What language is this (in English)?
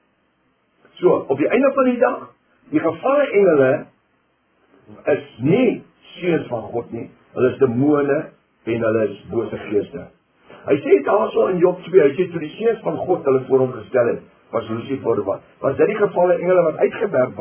Afrikaans